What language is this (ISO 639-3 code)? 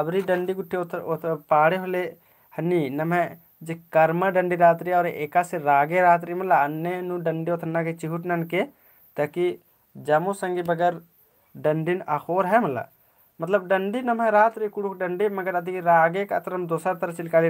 kru